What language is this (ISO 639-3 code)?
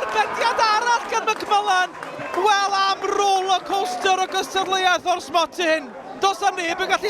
cym